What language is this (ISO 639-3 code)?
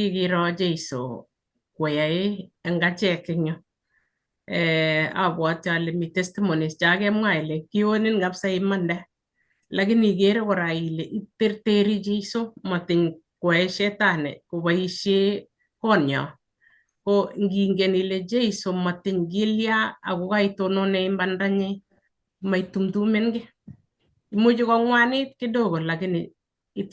kln